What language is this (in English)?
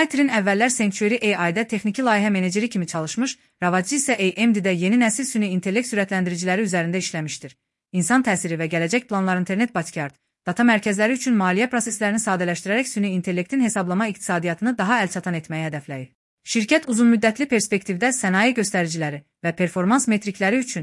Azerbaijani